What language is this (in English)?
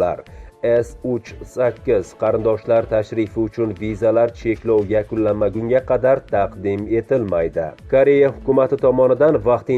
Uzbek